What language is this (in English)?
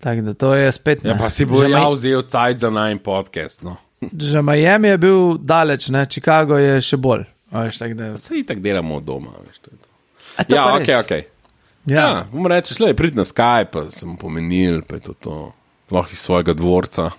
Slovenian